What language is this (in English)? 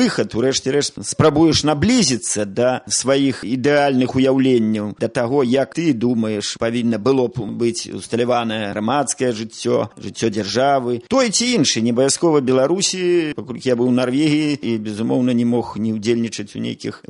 Belarusian